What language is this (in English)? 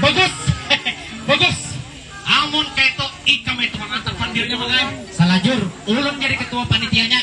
Banjar